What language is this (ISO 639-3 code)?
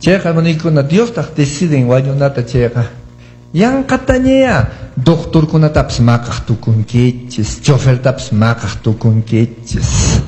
que